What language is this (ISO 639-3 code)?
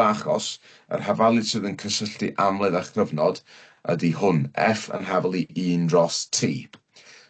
cym